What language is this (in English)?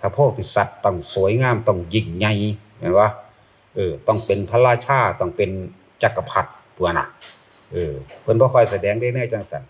Northeastern Thai